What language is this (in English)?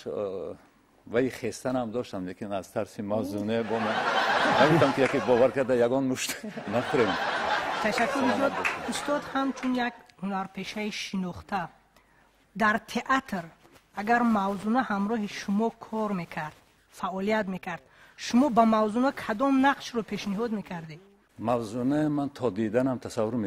Tajik